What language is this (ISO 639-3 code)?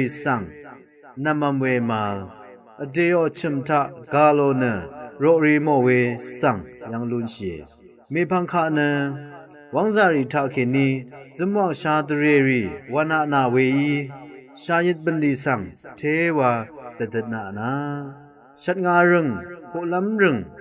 raw